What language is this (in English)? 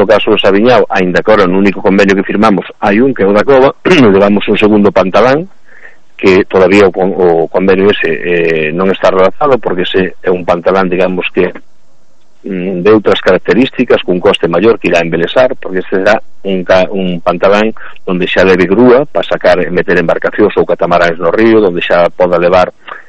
Galician